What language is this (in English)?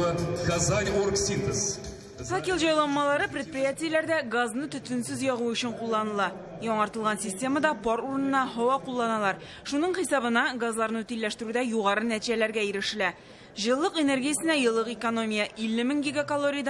Tatar